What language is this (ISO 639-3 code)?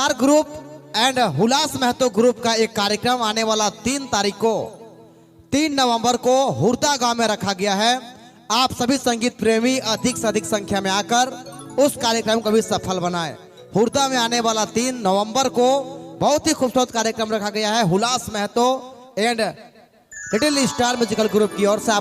sck